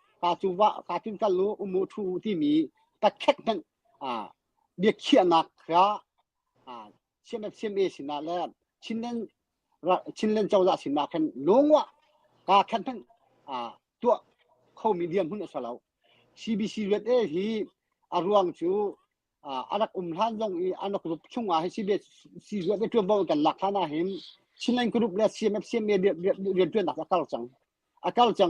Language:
Hakha Chin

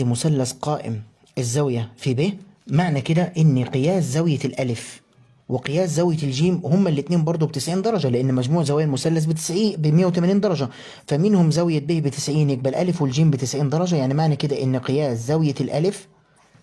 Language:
Egyptian Arabic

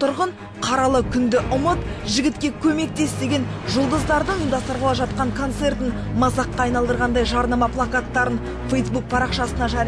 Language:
Kazakh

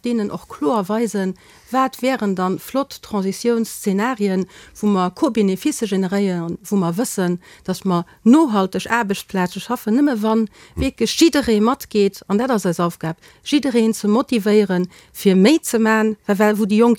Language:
Luxembourgish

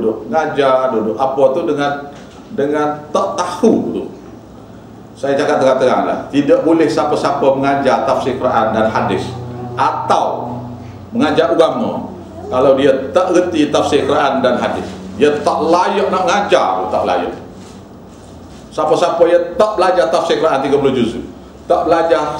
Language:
Malay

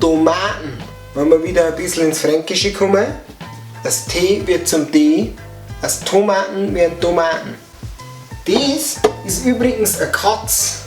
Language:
Bavarian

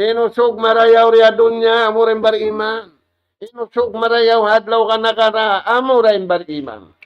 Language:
Tausug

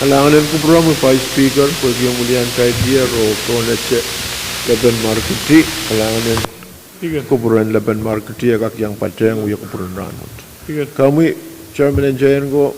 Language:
Pohnpeian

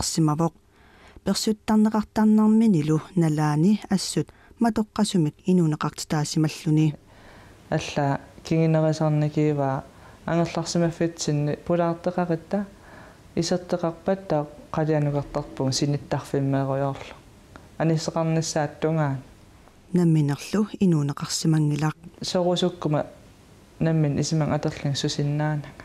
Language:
Kalaallisut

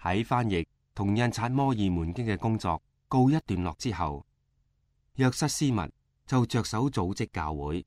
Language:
Cantonese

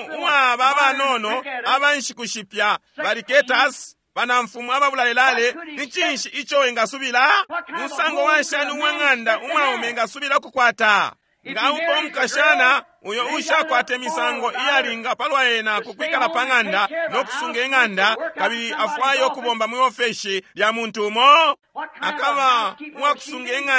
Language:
Bemba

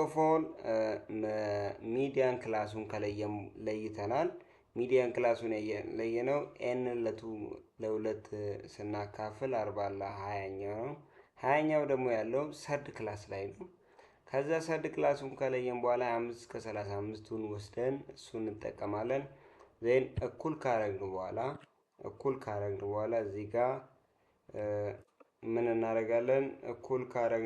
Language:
Amharic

